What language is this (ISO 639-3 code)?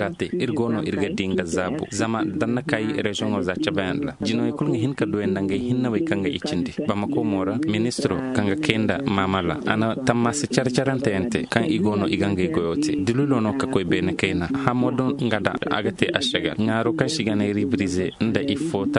ses